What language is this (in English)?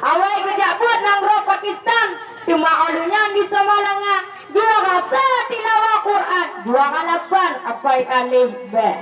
Achinese